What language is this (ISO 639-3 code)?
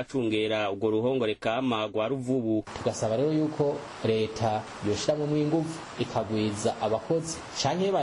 run